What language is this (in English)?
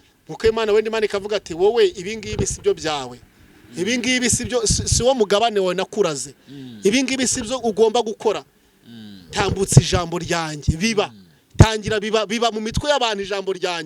Kinyarwanda